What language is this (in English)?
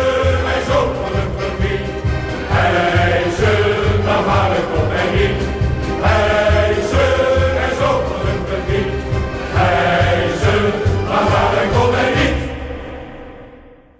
Dutch